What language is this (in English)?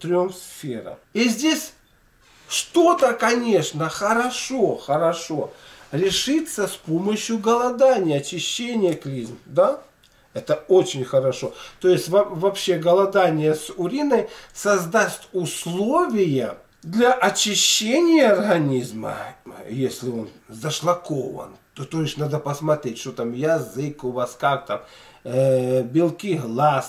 Russian